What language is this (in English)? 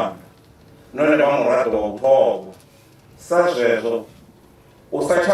Venda